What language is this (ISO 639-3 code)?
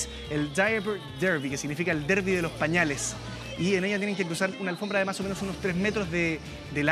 spa